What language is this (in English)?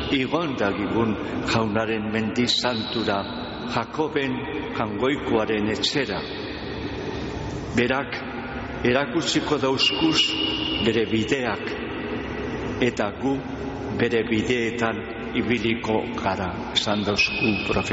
Basque